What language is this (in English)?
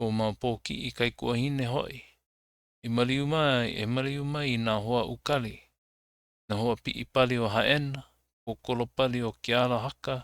Hawaiian